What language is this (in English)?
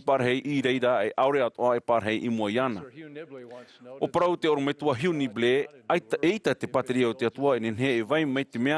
Tahitian